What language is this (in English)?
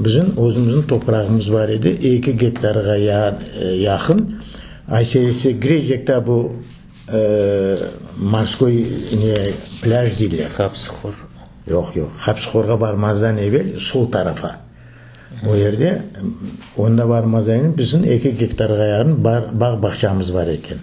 Crimean Tatar